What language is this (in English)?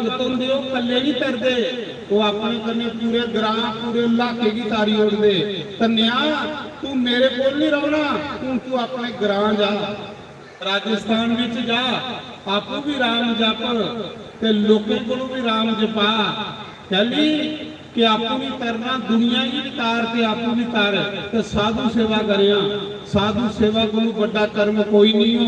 Dogri